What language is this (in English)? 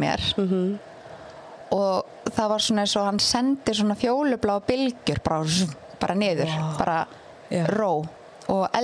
Icelandic